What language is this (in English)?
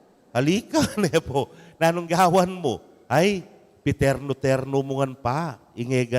Pampanga